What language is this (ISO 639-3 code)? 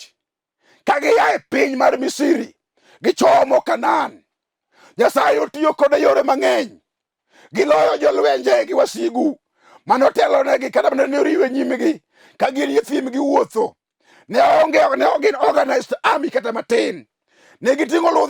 luo